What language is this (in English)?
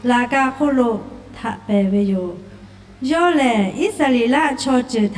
Lahu